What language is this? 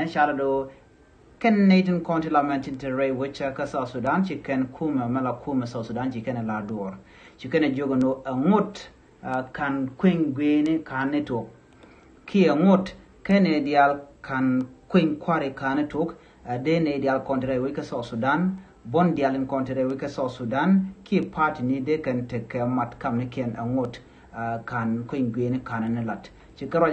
Nuer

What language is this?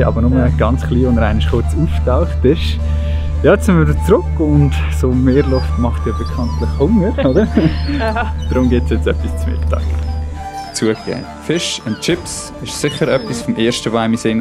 Swiss German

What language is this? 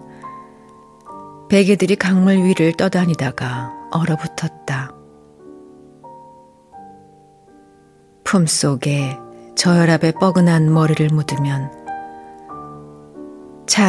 Korean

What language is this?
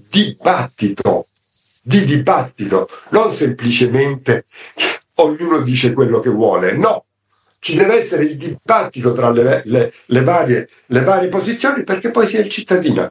Italian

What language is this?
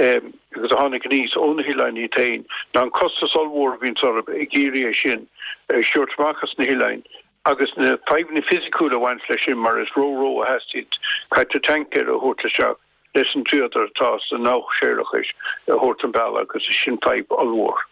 Irish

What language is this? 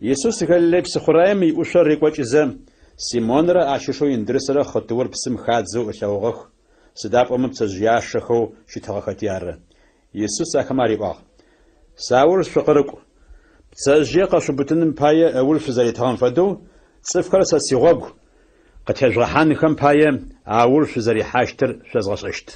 Adyghe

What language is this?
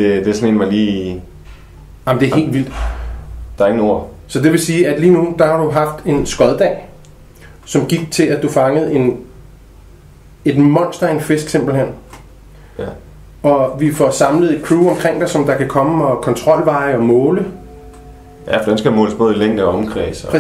Danish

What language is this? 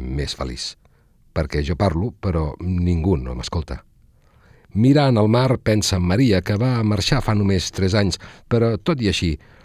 Catalan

